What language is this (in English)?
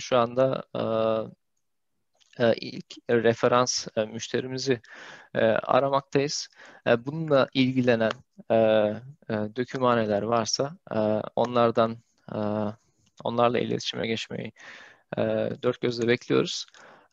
Turkish